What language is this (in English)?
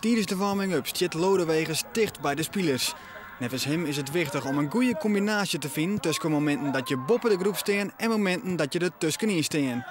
Western Frisian